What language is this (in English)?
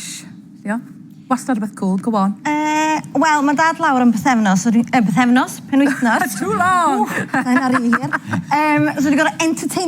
Welsh